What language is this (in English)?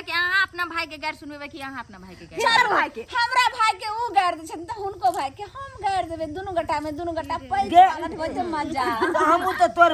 Maithili